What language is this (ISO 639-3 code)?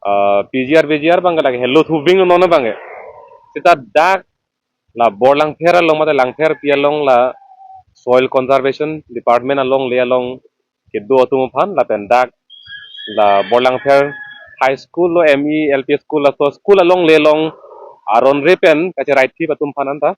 mjw